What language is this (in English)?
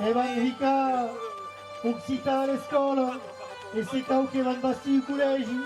Occitan